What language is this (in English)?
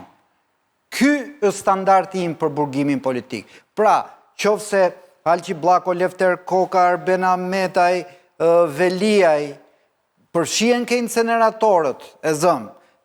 Albanian